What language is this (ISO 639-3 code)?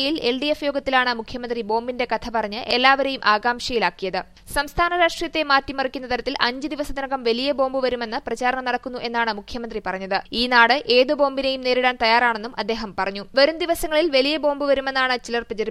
mal